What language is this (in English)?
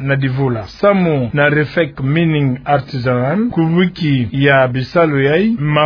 Kituba (Democratic Republic of Congo)